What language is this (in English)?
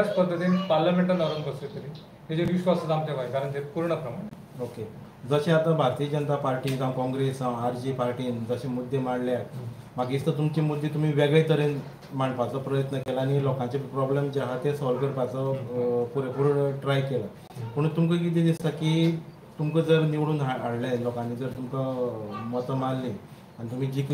Konkani